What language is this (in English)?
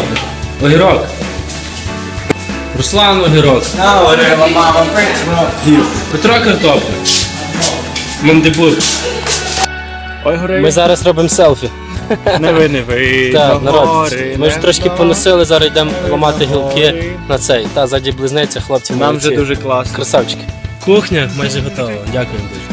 Ukrainian